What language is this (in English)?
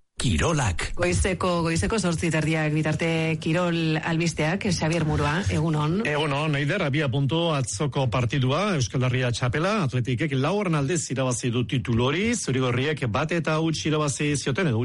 Basque